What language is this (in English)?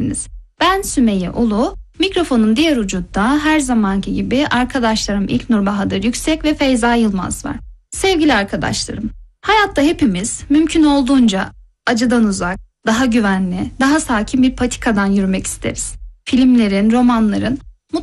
Turkish